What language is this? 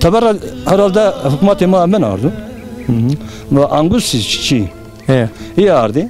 Zaza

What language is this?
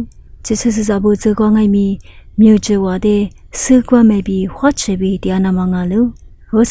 Lisu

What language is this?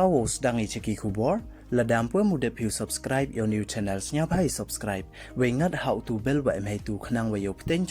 Pnar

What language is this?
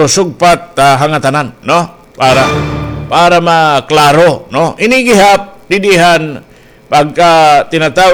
Waray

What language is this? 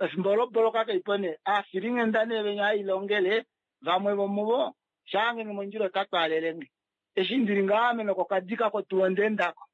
Kuanyama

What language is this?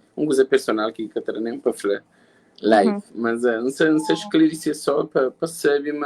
Kabuverdianu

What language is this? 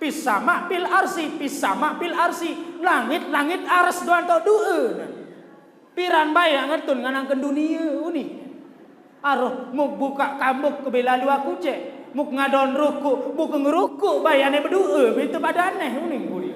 Sasak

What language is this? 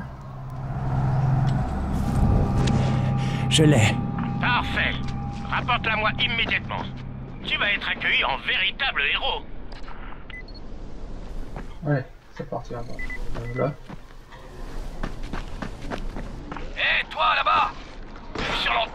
French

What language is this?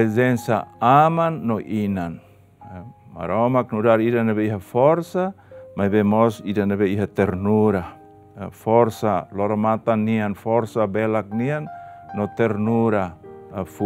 Tetum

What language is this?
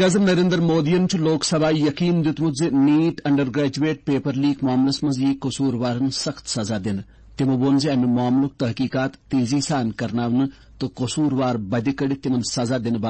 Kashmiri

